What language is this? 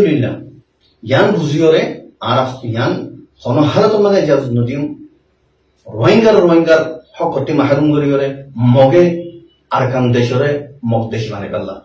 Rohingya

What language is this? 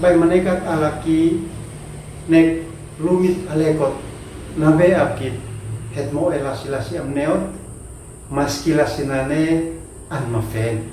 Uab Meto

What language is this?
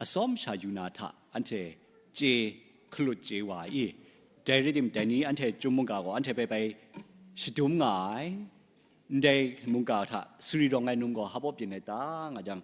Kachin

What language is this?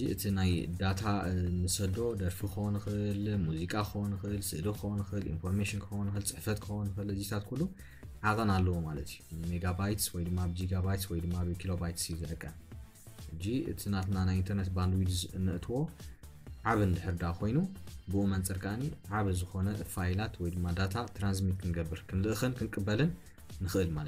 Tigrinya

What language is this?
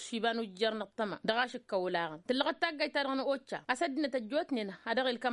Tamasheq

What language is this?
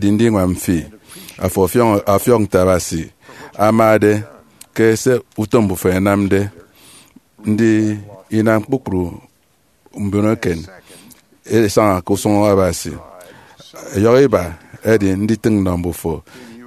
Efik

